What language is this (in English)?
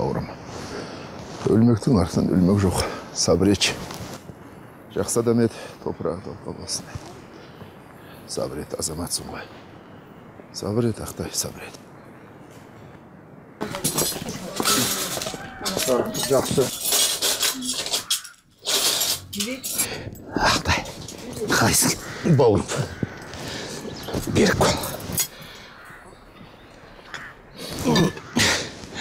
Kazakh